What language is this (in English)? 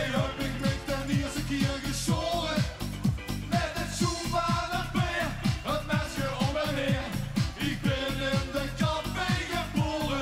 Limburgish